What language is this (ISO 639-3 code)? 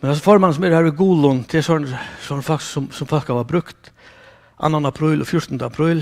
fao